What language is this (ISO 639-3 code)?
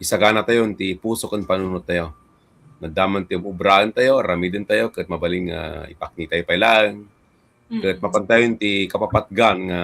ilo